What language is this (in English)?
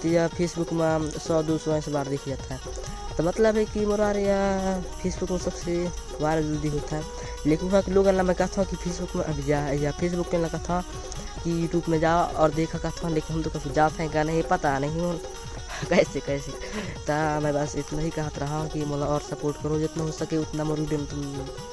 Chhattisgarhi